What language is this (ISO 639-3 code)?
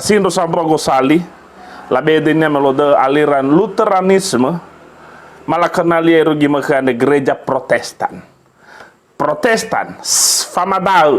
nia